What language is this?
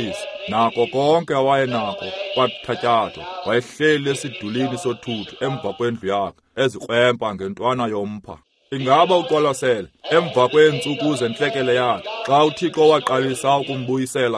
Xhosa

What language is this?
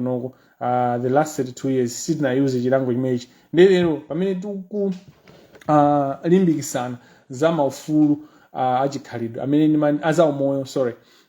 Nyanja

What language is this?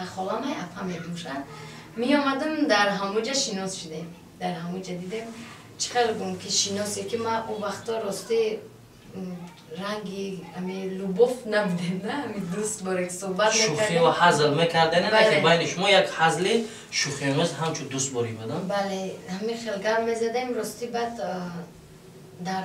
Tajik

